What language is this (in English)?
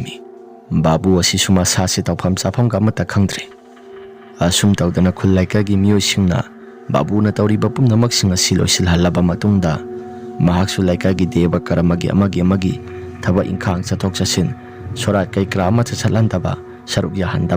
Manipuri